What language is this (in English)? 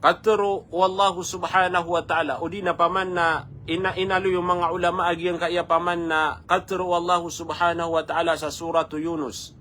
Maranao